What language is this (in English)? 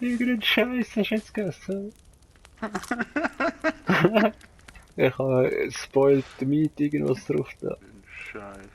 Swiss German